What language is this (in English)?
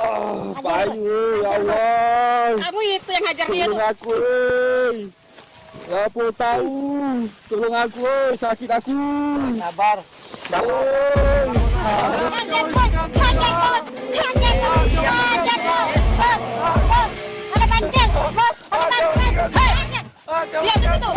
Musi